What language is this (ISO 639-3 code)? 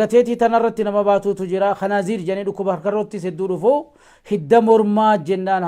orm